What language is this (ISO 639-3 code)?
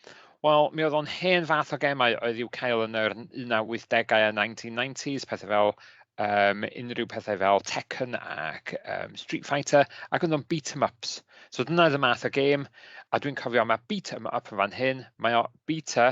cym